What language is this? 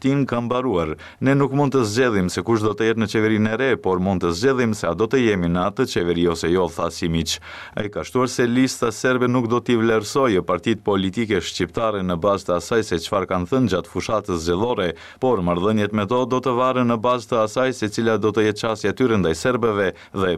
Albanian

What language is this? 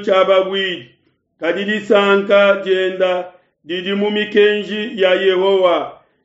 Luba-Lulua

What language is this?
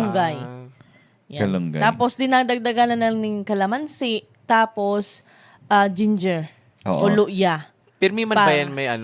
Bikol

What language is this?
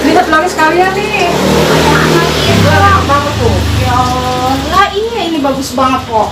Betawi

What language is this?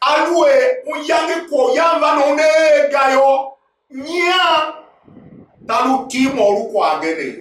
Tiv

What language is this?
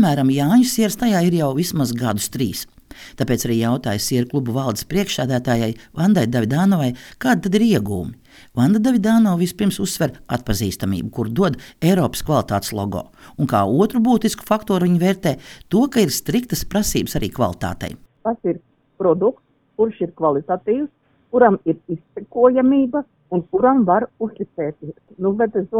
Latvian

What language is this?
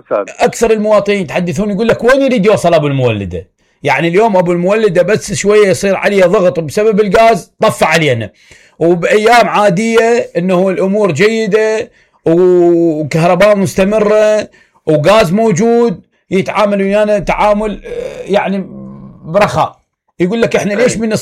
Mesopotamian Arabic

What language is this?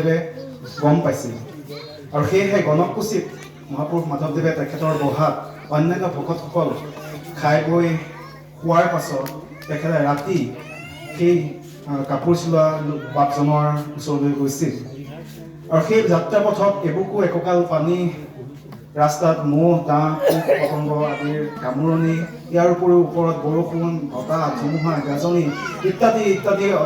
Assamese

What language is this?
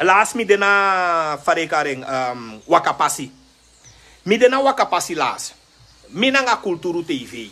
Sranan Tongo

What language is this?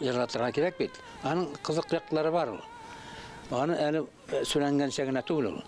Bashkir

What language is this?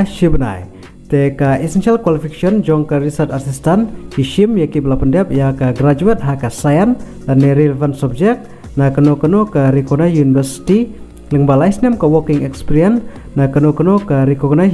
Khasi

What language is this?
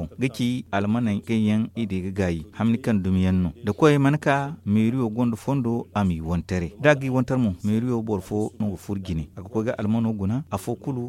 Zarma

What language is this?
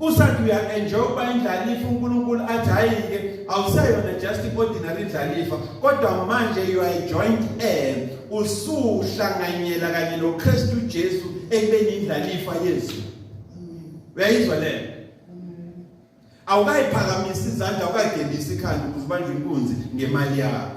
Zulu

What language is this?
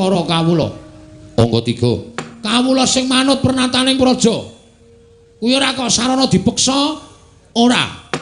Javanese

